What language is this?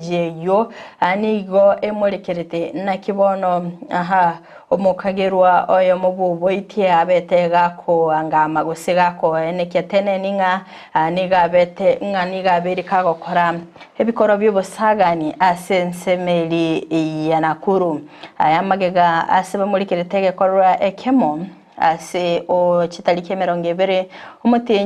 Gusii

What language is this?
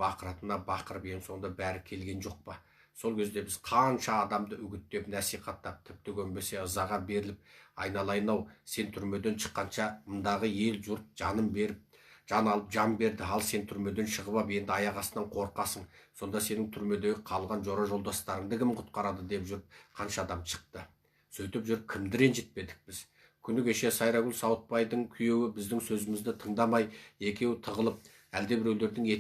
Kazakh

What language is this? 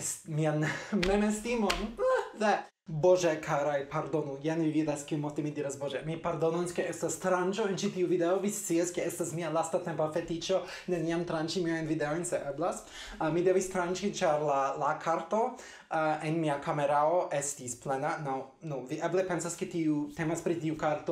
Esperanto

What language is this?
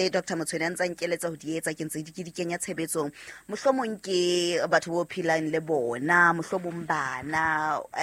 Southern Sotho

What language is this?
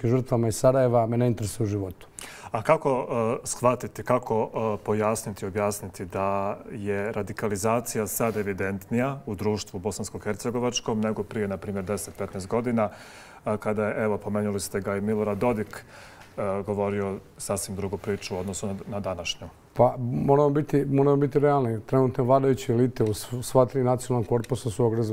Bosnian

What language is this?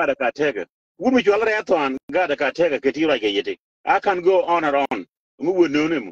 Nuer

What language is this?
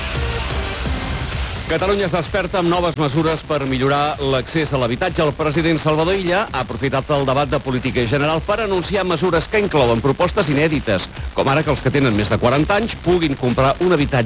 Catalan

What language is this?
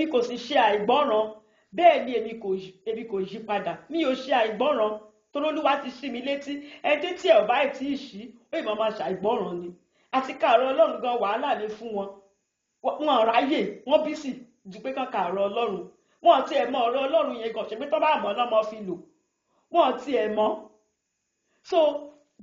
Yoruba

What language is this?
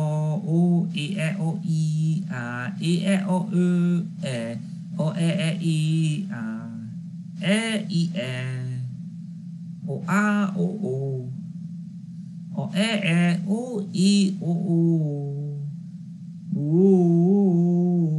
Hungarian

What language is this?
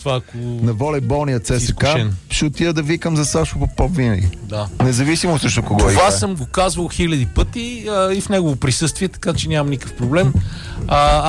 Bulgarian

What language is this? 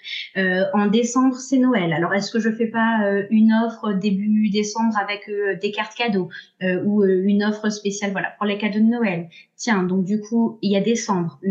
French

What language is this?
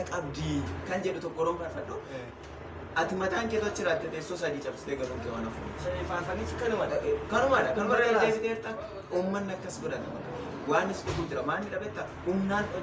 Oromo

